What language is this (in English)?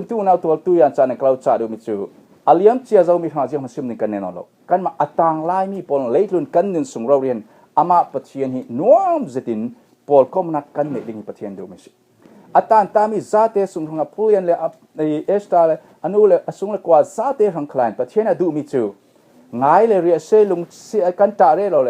Falam Chin